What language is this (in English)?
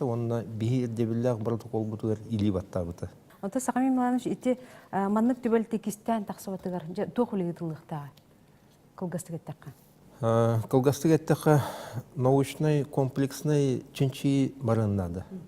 Yakut